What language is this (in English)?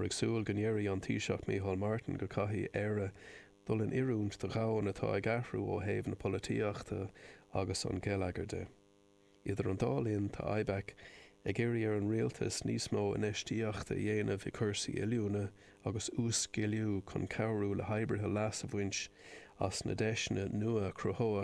Irish